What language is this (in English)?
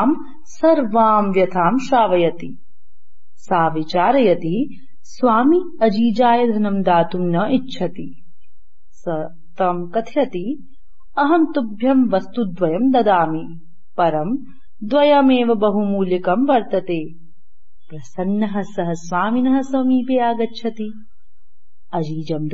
Sanskrit